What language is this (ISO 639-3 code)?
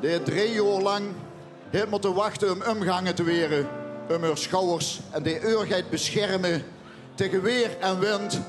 lim